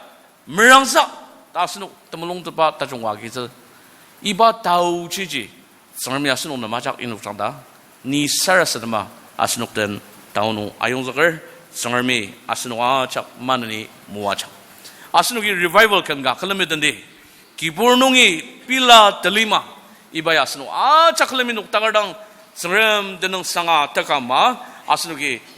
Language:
Ao Naga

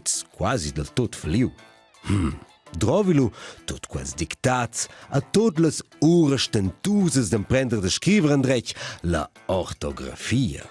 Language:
Romansh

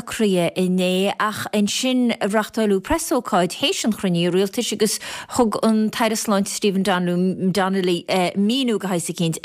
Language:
Irish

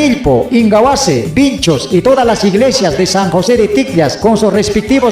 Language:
Ayacucho Quechua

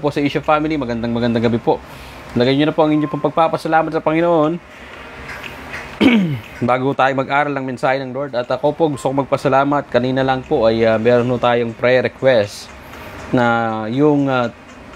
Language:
Filipino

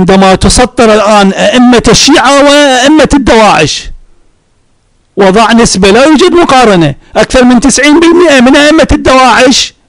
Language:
Arabic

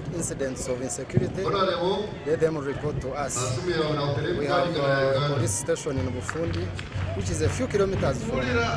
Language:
Nyankole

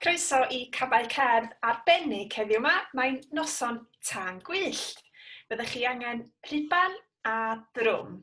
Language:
Welsh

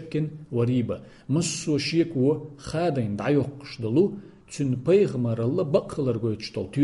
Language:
Chechen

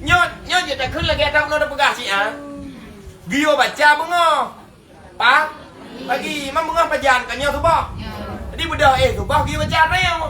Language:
Achinese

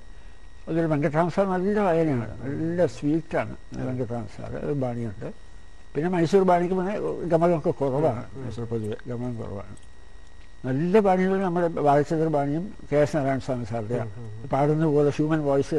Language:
Malayalam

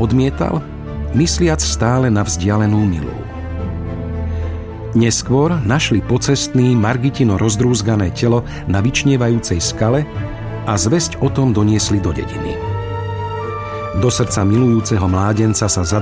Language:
Slovak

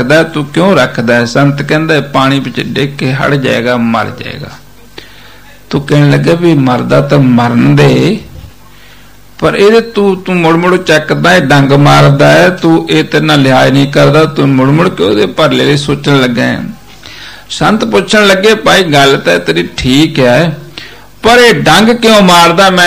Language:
Punjabi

